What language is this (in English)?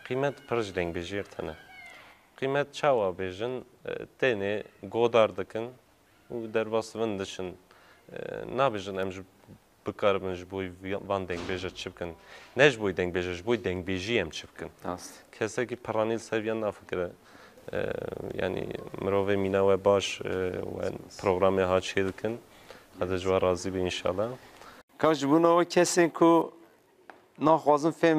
Kurdish